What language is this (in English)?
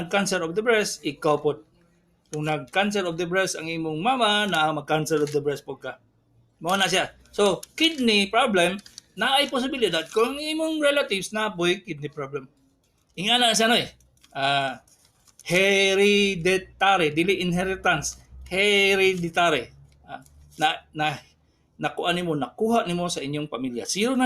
Cebuano